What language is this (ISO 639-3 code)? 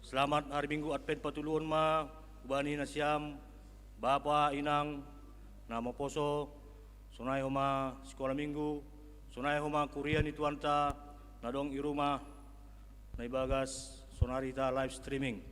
bts